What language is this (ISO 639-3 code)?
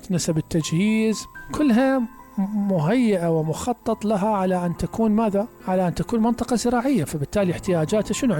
acm